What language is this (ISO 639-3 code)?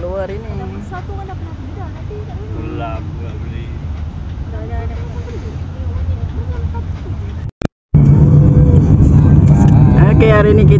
msa